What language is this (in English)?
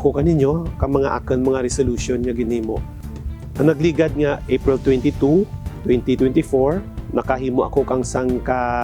Kinaray-a